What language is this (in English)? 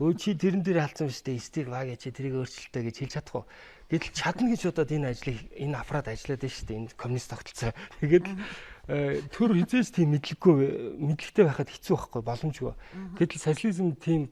Mongolian